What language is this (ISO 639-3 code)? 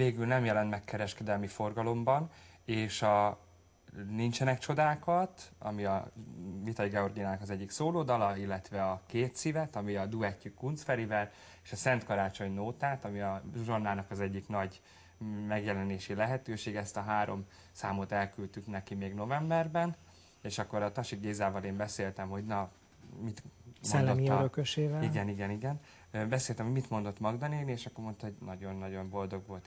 hun